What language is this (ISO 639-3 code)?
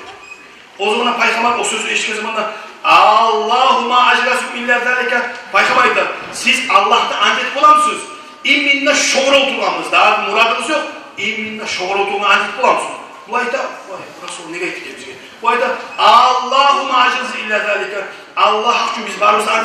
kum